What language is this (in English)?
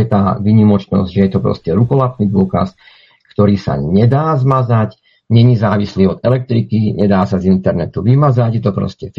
Slovak